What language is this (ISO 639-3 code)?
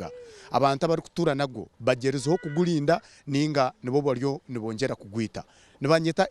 nyn